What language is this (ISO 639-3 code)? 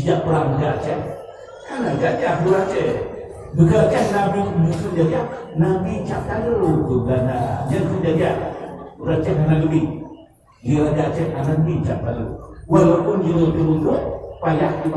ace